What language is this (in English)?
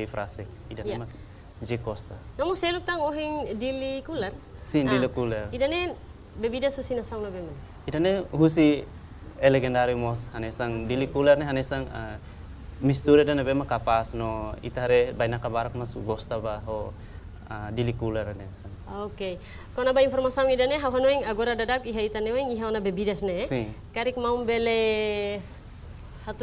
Tetum